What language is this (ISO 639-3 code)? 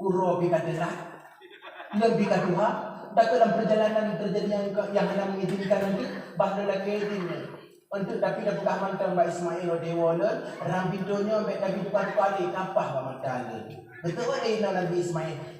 ace